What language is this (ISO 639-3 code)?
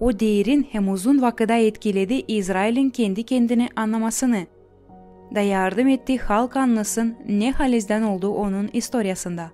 gag